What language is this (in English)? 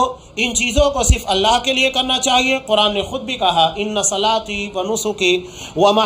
Urdu